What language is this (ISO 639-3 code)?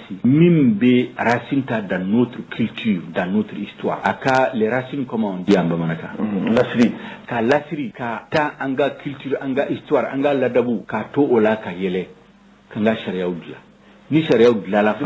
bam